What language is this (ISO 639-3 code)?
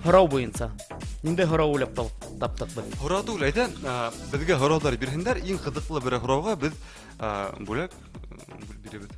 bak